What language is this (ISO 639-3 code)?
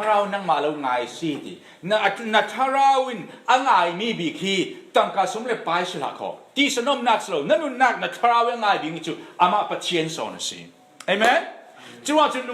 cfm